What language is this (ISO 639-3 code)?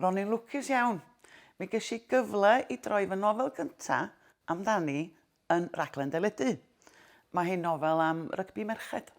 cym